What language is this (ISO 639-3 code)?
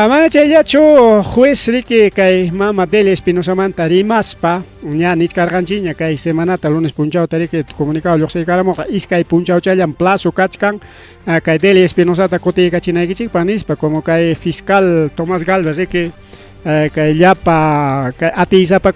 quy